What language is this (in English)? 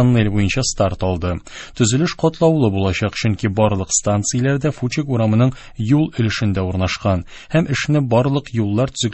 Tatar